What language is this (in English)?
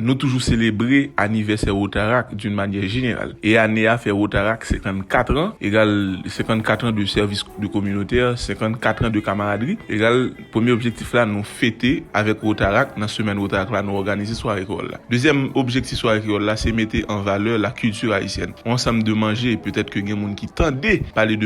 Haitian Creole